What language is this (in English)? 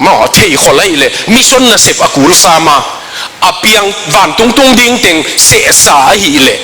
Tedim Chin